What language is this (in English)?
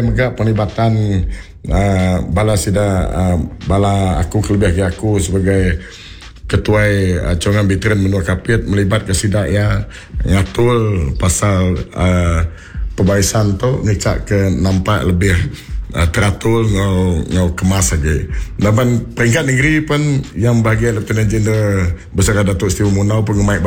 Iban